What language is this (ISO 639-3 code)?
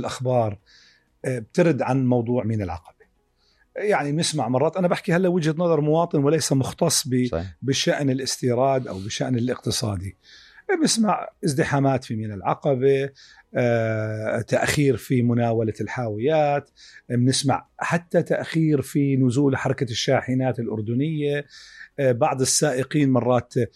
apc